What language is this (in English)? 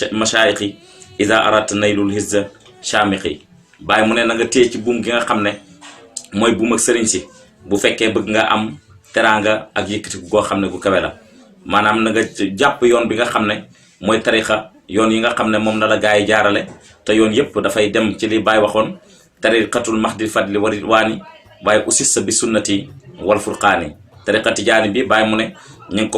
Wolof